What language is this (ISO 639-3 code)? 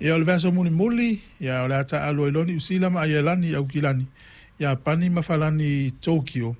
smo